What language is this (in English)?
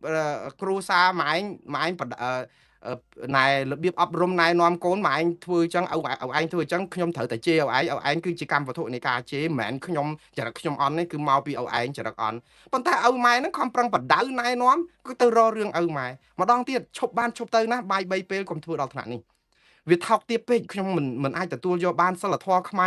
Khmer